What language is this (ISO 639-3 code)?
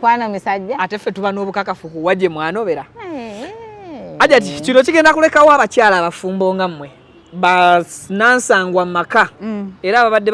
lug